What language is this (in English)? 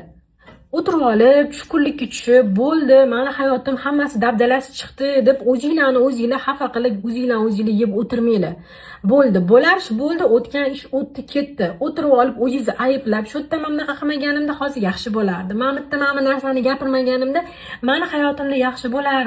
Uzbek